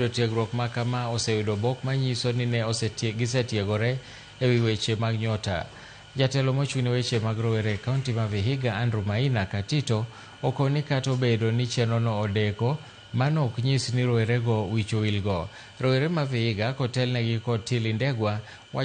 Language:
Luo (Kenya and Tanzania)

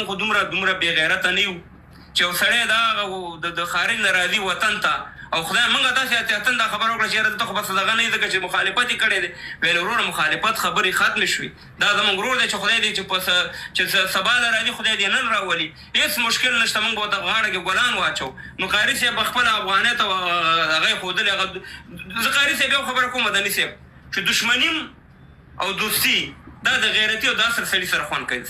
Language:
Pashto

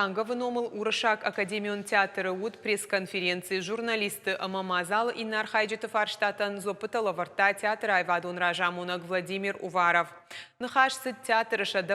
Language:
Ossetic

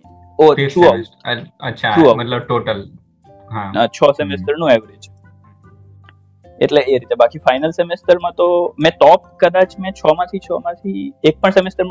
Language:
Gujarati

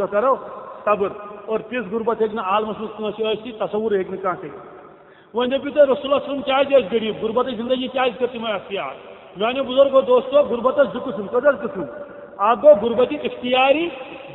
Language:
Kashmiri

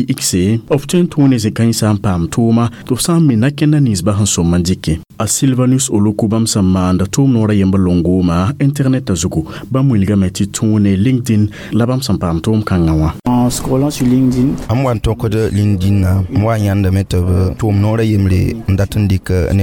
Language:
Mossi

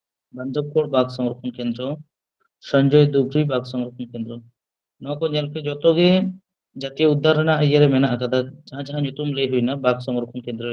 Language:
Santali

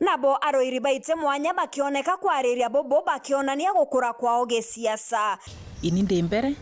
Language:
Meru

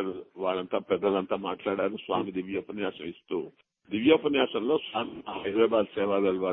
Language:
Telugu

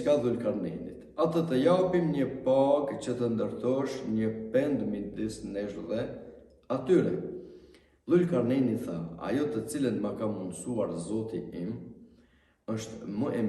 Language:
Albanian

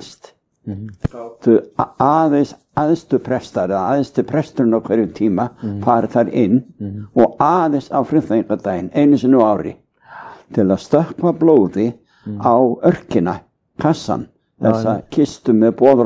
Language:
Icelandic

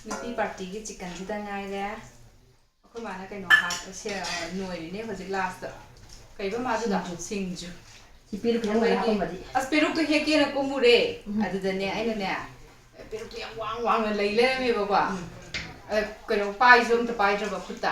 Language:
Manipuri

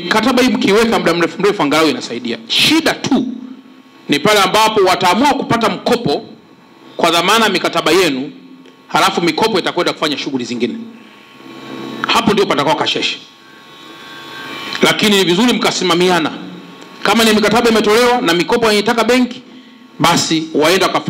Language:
Swahili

